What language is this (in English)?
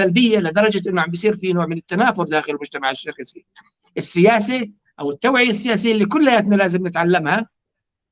North Levantine Arabic